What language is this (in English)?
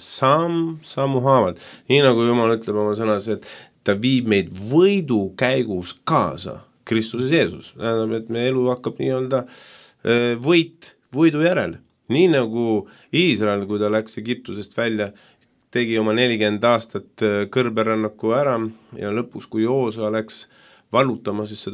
Estonian